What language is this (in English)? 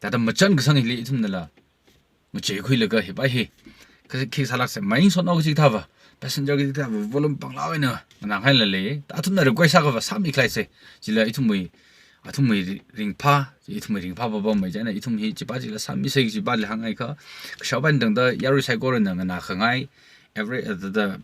Tangkhul Naga (India)